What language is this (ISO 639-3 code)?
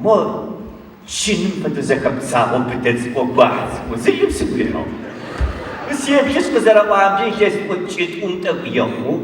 ady